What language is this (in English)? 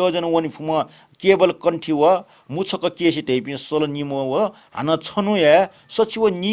Newari